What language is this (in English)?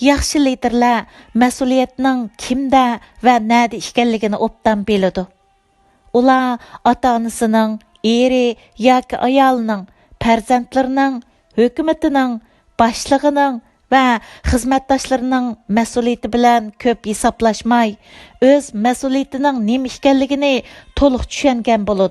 Uyghur